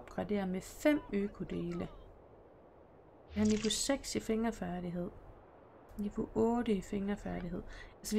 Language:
Danish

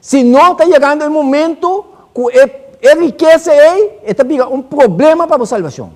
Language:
Papiamento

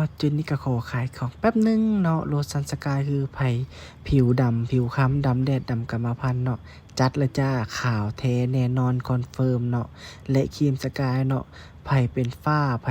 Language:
Lao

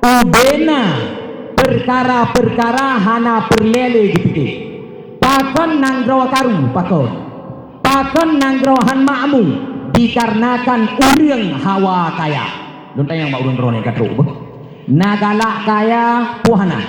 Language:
Achinese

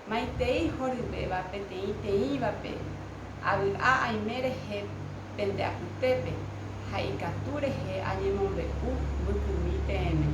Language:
Guarani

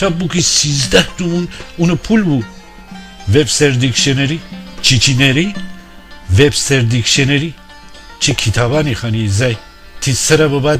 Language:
Gilaki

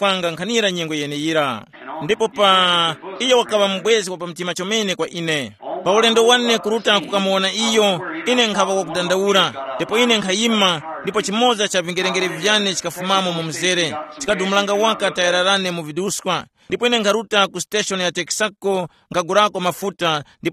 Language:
Tumbuka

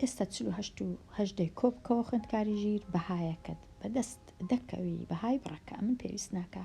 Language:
Central Kurdish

